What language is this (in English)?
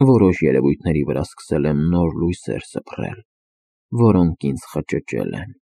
Armenian